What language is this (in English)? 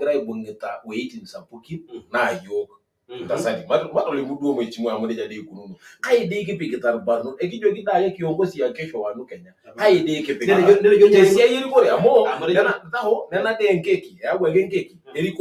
Masai